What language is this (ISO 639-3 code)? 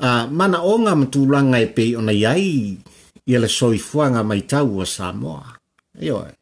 smo